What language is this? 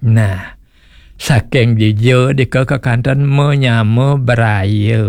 Balinese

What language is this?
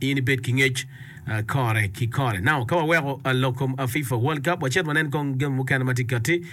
Acoli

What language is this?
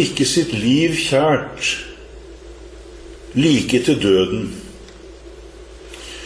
Norwegian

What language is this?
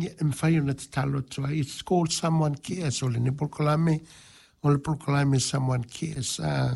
Samoan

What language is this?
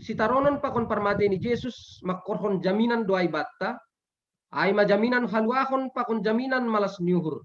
Batak Simalungun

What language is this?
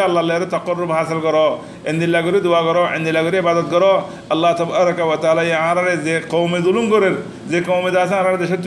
Rohingya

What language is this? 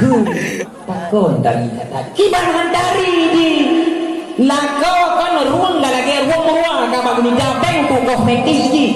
Achinese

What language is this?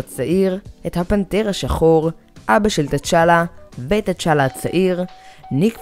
Hebrew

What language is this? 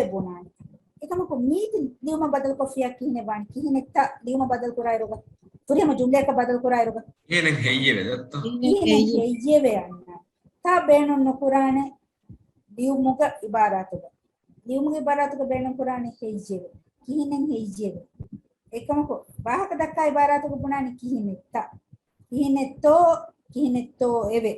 Divehi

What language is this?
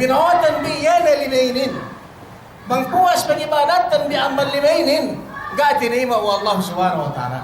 Yakan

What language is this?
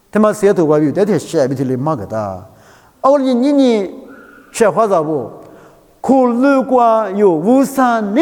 Lisu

